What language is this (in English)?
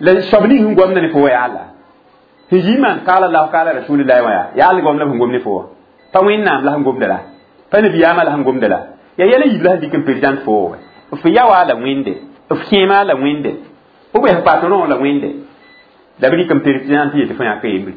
Mossi